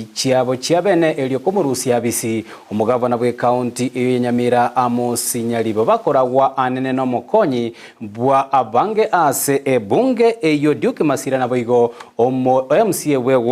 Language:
Gusii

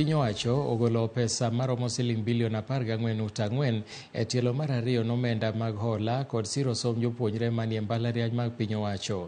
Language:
Luo (Kenya and Tanzania)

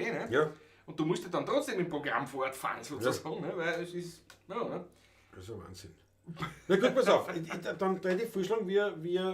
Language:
Bavarian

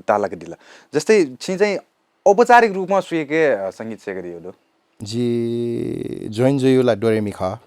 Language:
Newari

